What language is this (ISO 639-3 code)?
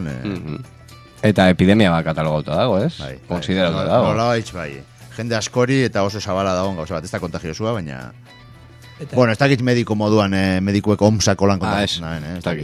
eus